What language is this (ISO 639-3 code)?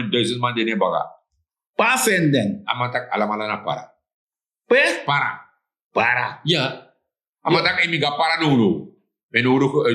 srn